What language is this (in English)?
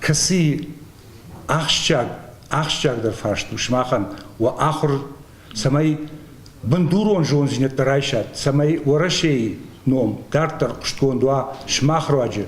Ossetic